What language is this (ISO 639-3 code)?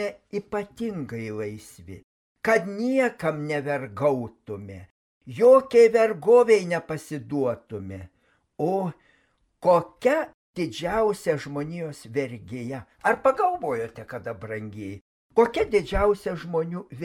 lit